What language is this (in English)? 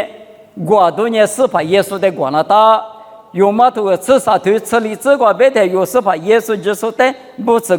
Lisu